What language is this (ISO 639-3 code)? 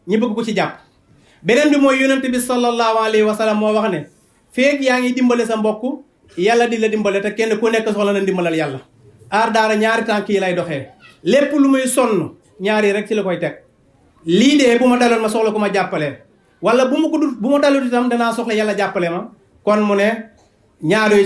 wol